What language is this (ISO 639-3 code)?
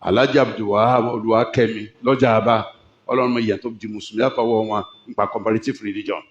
yor